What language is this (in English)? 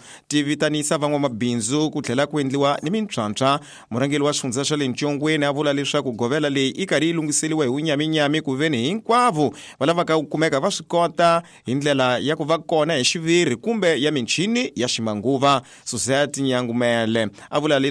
Tsonga